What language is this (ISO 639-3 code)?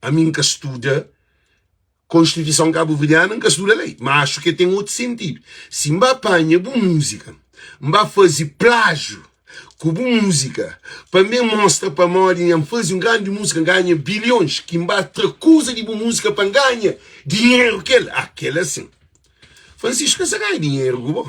kea